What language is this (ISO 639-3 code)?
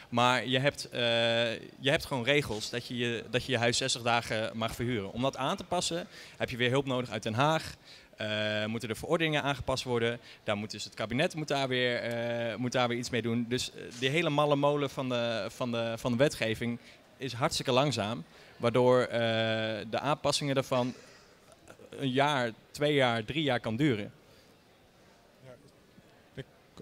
nld